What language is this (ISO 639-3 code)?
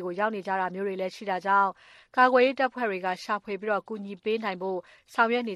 mya